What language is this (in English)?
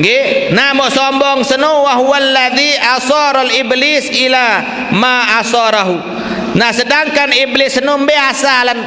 Sasak